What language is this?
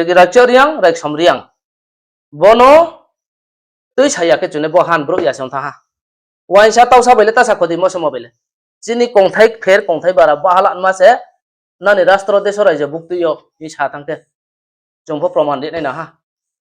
Riang (India)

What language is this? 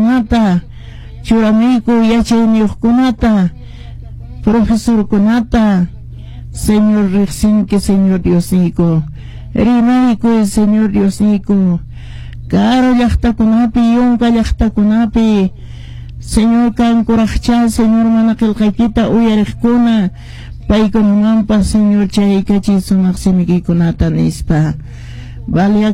Quechua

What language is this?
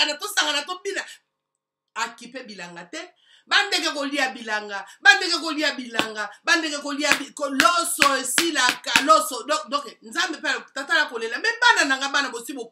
Lingala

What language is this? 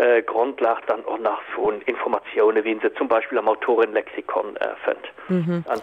Luxembourgish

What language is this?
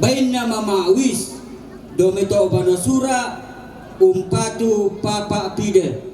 Toraja-Sa'dan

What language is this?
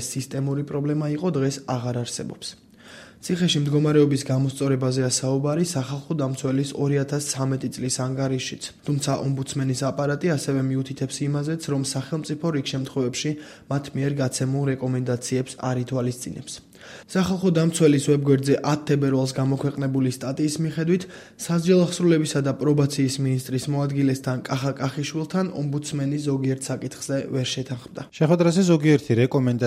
Georgian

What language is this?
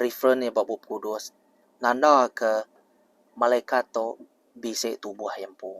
Iban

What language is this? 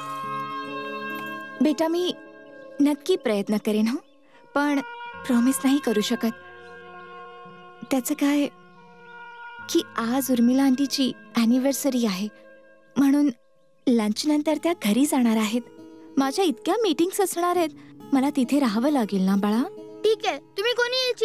Marathi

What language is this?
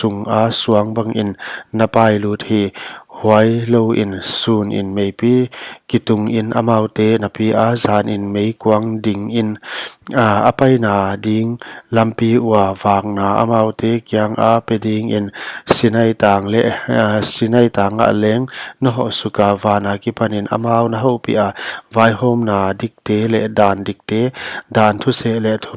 Paite Chin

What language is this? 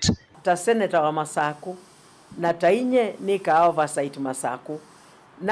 Kamba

